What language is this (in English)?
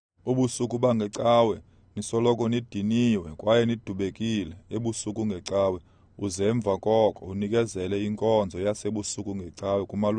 Xhosa